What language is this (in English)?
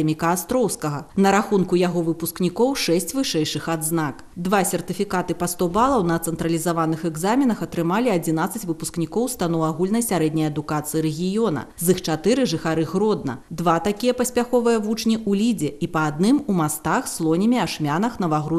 Belarusian